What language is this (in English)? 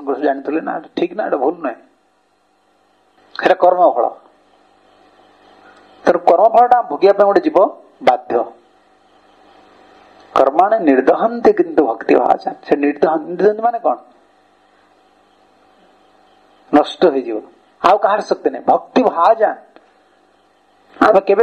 Odia